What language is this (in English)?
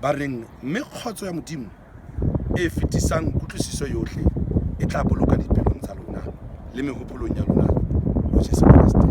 Southern Sotho